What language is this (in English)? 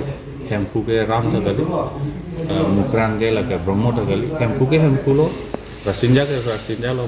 Karbi